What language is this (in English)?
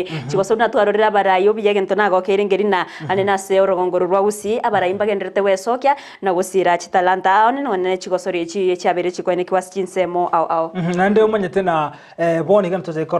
Gusii